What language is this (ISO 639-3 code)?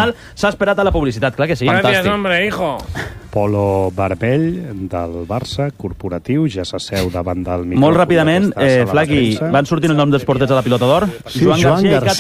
cat